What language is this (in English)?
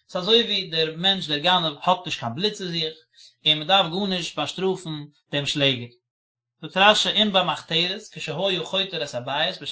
Yiddish